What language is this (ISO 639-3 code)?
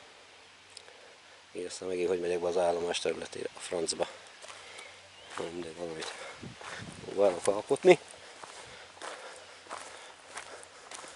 hun